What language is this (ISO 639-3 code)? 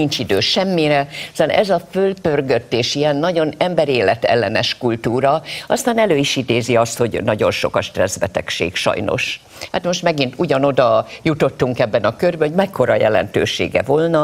hun